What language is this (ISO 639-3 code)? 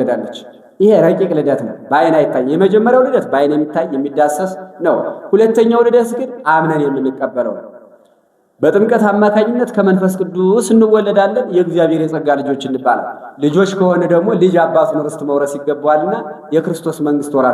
amh